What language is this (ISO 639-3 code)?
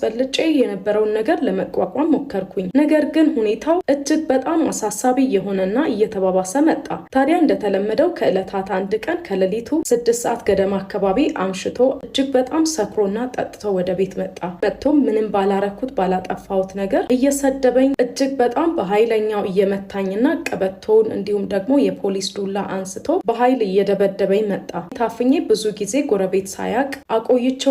amh